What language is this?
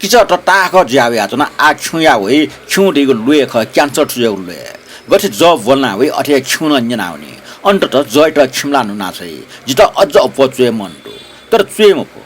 Newari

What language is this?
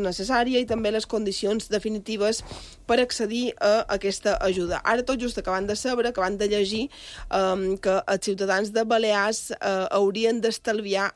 Catalan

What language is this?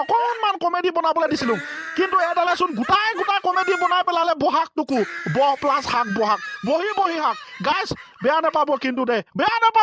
Assamese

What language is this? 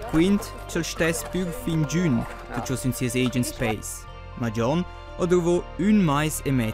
Romansh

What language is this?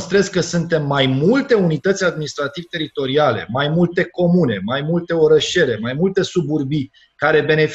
Romanian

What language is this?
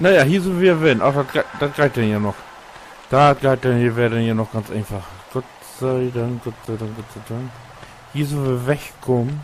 Low German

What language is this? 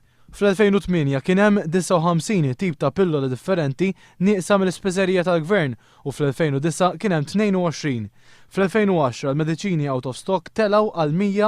Maltese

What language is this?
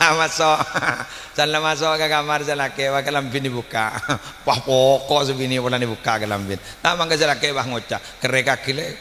Madurese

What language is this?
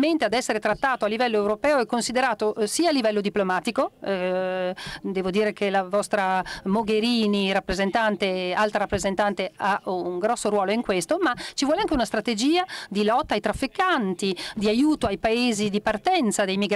Italian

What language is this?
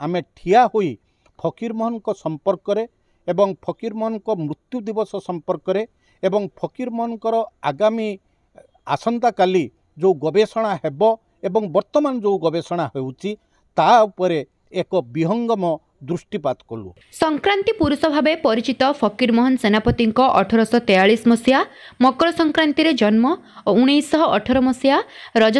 Odia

